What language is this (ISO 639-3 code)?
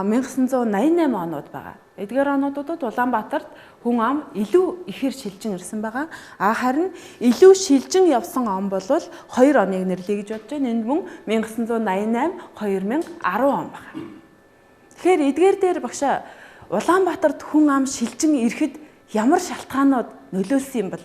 mon